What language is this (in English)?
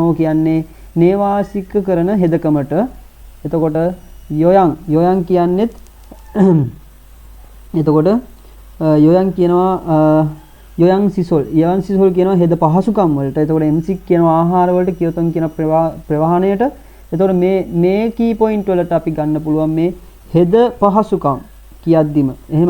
Sinhala